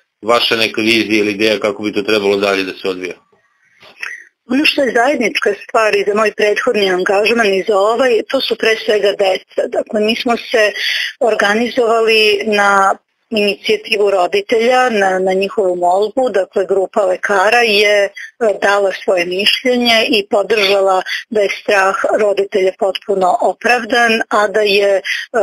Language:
Serbian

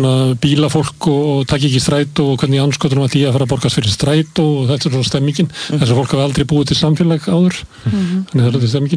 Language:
Icelandic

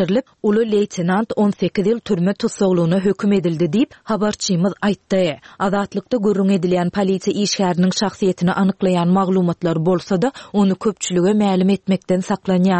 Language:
Turkmen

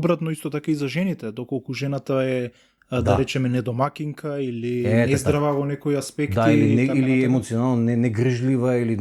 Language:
Macedonian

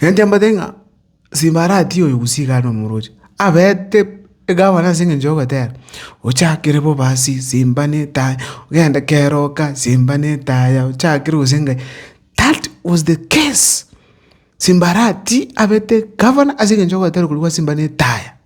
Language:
Gusii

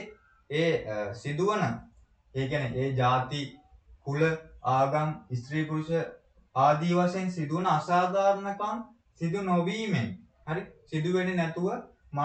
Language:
Sinhala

